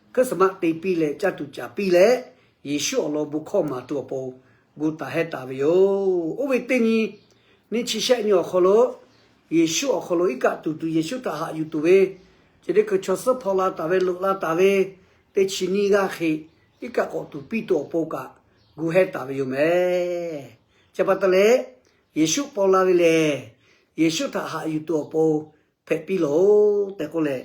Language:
Lahu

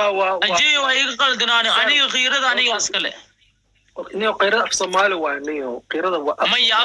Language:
Somali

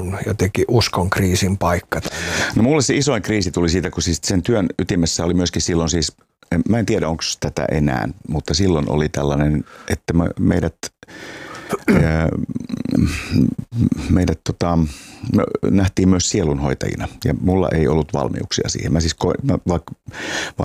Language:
Finnish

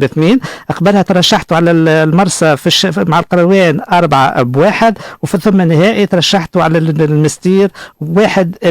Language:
Tunisian Arabic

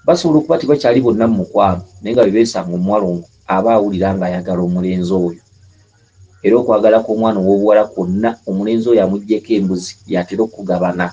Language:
Ganda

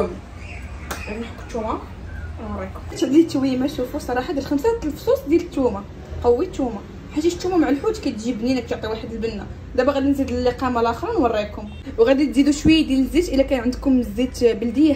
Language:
Moroccan Arabic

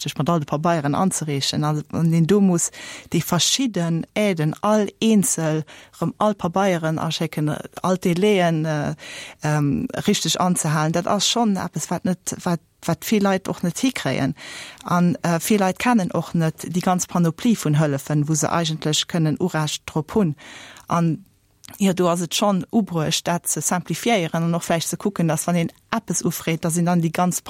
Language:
Luxembourgish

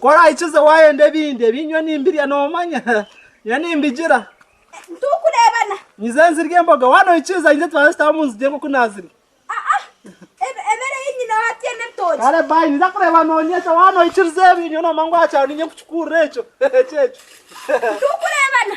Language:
Nyankole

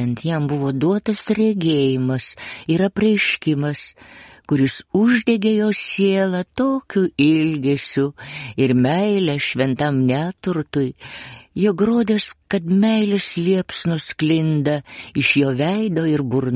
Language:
Lithuanian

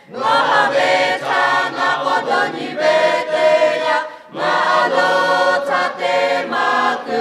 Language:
Lahu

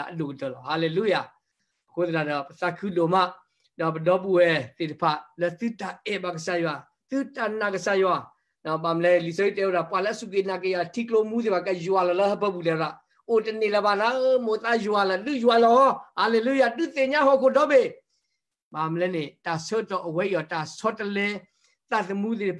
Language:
S'gaw Karen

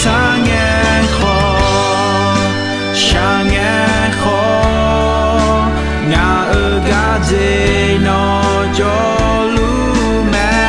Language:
Akha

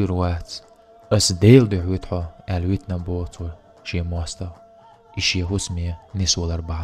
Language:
Chechen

